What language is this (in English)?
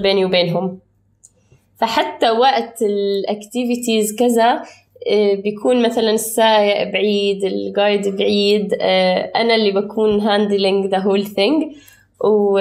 North Levantine Arabic